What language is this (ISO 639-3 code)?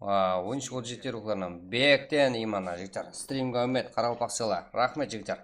kaa